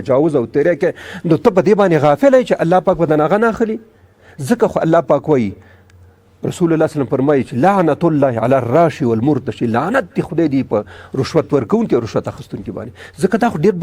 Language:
Pashto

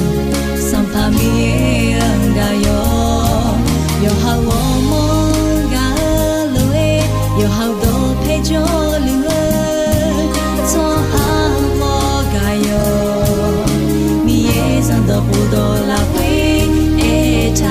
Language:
Akha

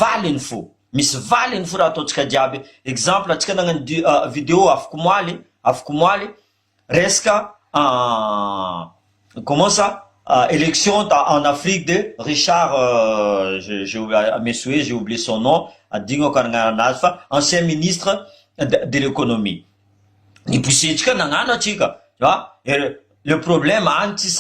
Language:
Malagasy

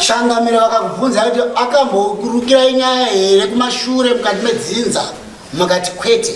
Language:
Shona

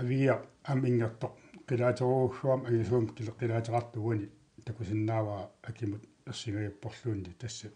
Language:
Kalaallisut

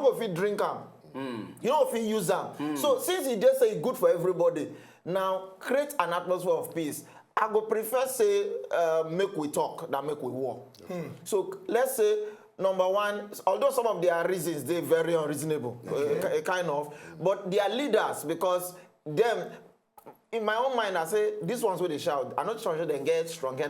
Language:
Nigerian Pidgin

